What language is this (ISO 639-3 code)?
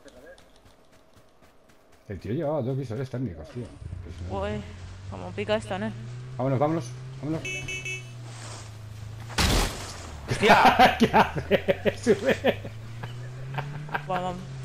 spa